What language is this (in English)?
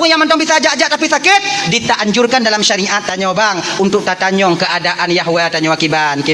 Achinese